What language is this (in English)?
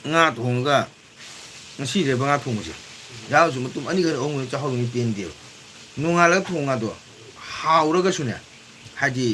Manipuri